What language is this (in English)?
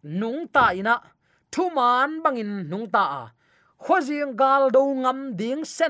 Tedim Chin